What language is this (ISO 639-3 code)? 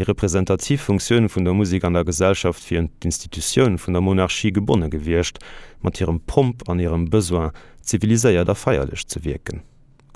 ltz